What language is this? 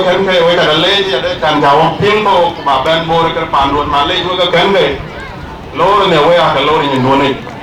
Dinka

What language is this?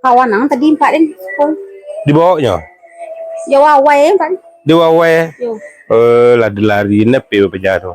Minangkabau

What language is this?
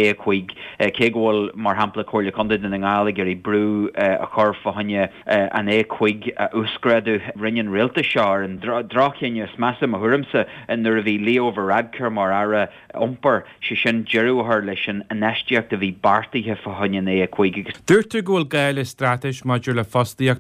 Irish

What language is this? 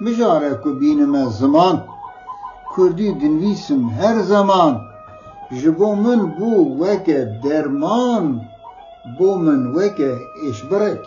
Kurdish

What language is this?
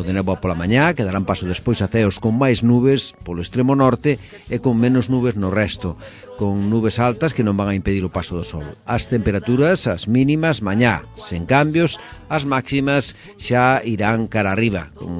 Galician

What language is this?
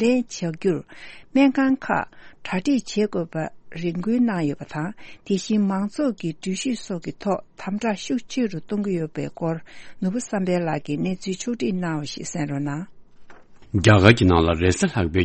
Tibetan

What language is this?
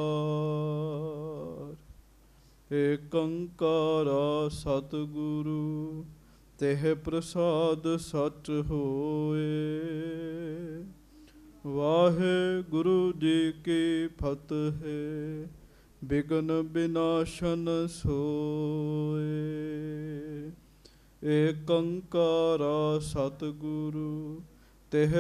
Punjabi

